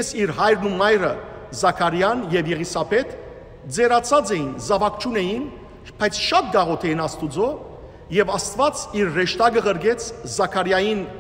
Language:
Western Armenian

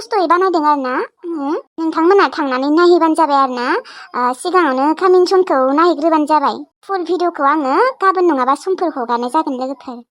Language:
Bodo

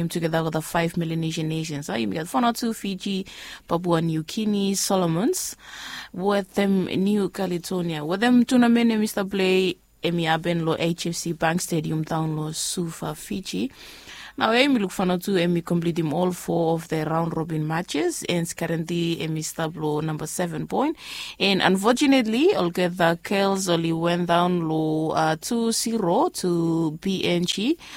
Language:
Bislama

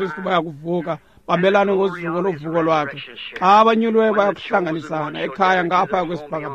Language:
Xhosa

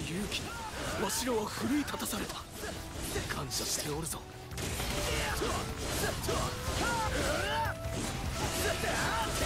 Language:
Japanese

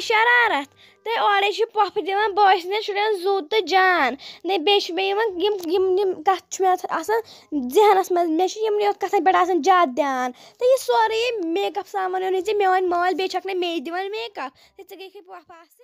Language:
Kashmiri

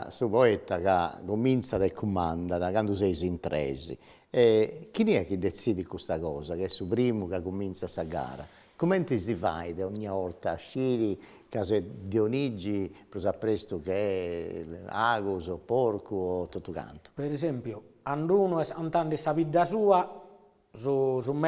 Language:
Sardinian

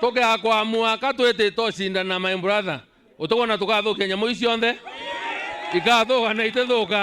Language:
Meru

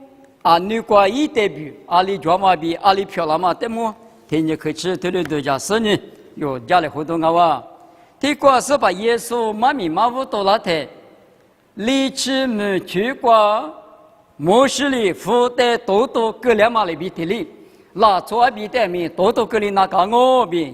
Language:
Lisu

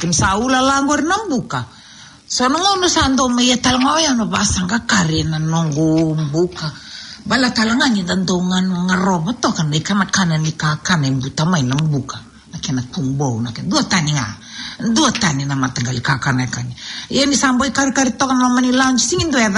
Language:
Fijian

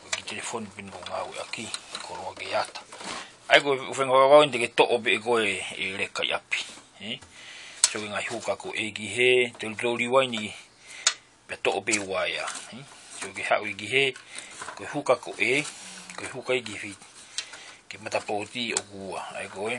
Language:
Tongan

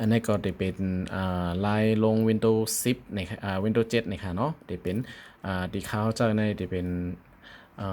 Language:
Shan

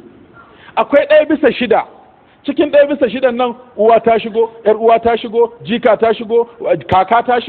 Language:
Hausa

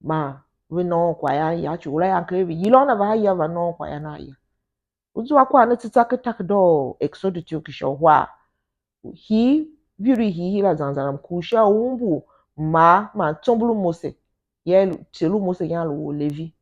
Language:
Tiv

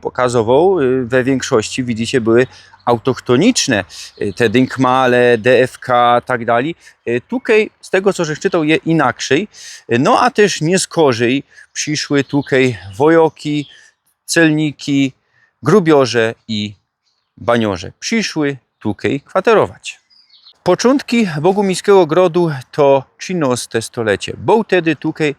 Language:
Silesian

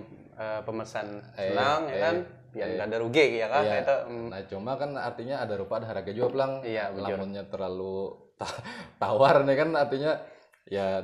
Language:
Banjar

